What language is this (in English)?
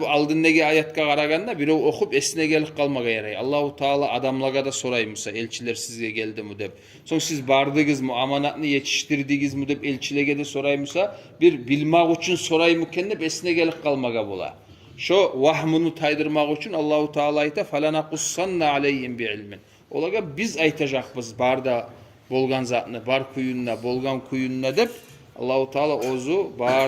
Kumyk